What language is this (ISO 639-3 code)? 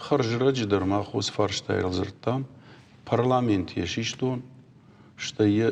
oss